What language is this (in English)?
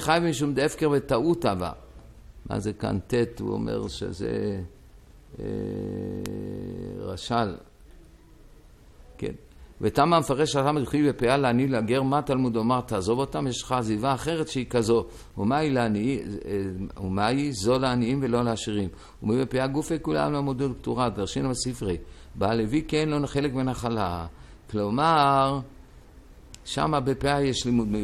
Hebrew